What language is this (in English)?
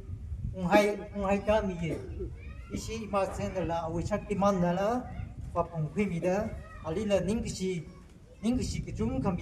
Tangkhul Naga (India)